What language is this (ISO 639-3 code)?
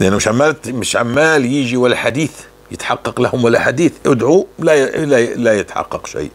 apc